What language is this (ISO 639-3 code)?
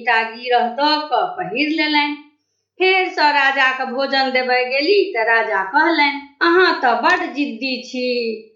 mai